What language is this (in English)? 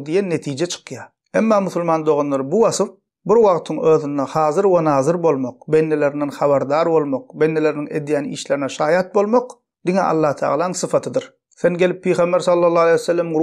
Turkmen